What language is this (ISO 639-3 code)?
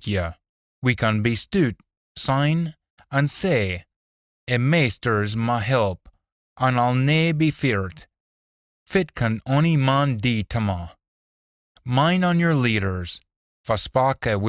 sco